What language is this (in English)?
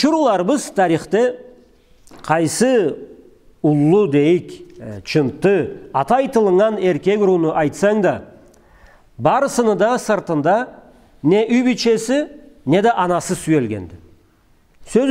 Karachay-Balkar